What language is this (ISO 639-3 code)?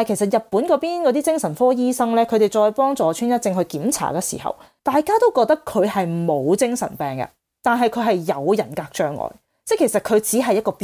yue